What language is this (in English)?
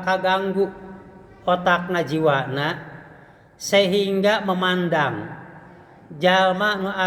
Sundanese